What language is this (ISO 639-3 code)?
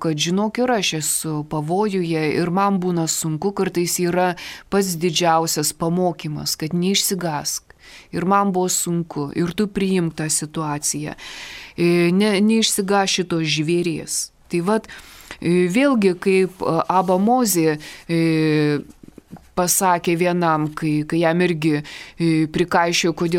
lit